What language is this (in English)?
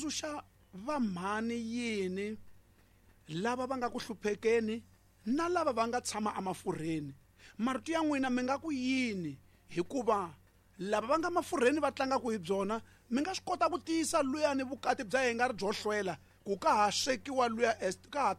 Tsonga